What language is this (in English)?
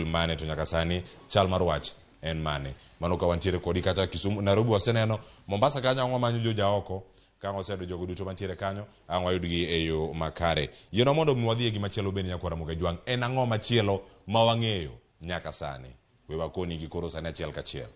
Luo (Kenya and Tanzania)